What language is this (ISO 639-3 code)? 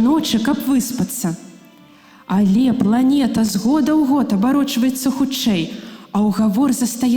bel